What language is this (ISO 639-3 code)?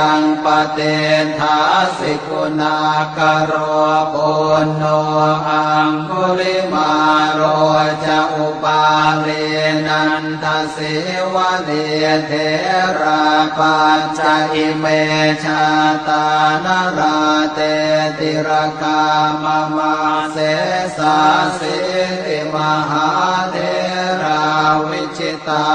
pli